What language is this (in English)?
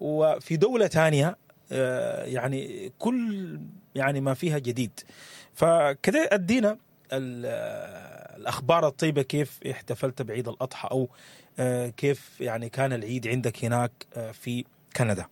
Sudanese Arabic